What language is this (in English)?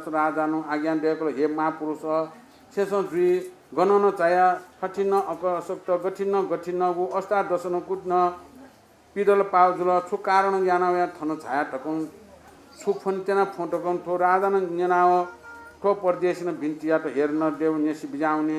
Newari